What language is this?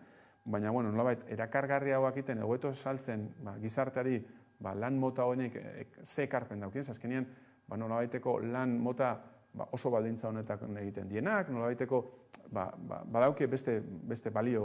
Basque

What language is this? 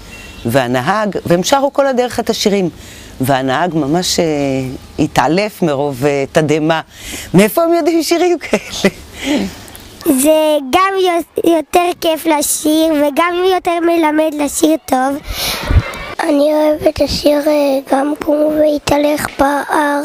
Hebrew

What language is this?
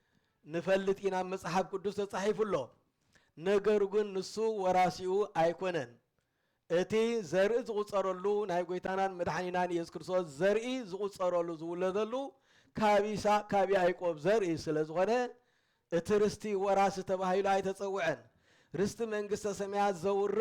Tigrinya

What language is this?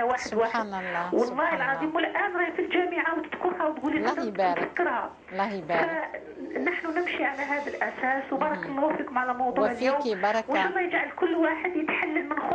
Algerian Arabic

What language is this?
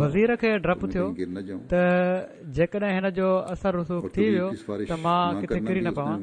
Sindhi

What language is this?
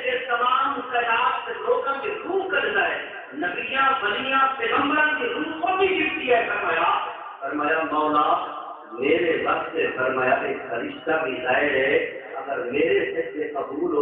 Saraiki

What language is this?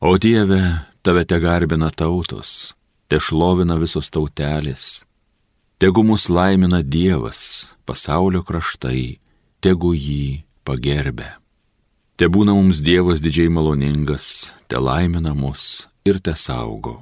Lithuanian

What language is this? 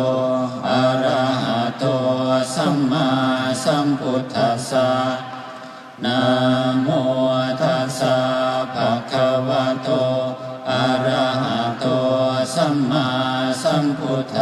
Pali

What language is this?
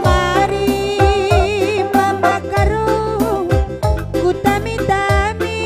Batak Karo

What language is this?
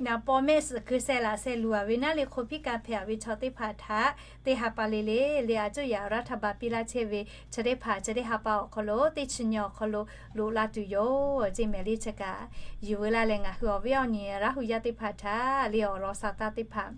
Lahu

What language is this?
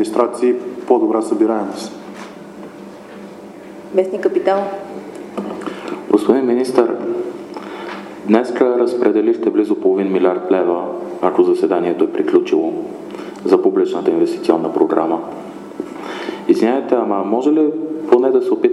Bulgarian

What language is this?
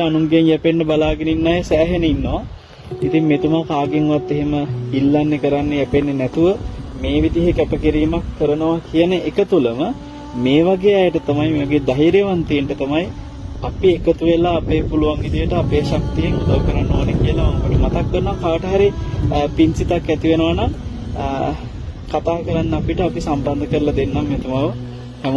Sinhala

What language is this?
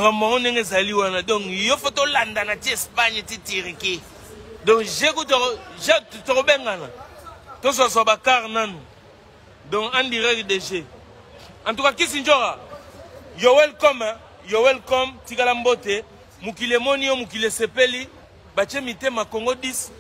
Lingala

